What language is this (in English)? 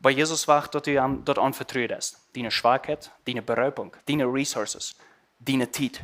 Plautdietsch